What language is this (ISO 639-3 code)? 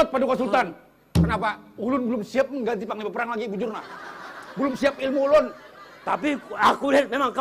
bjn